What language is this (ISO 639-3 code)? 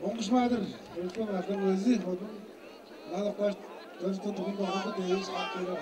tyv